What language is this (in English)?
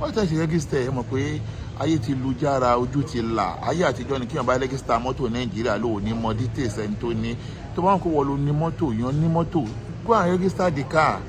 Yoruba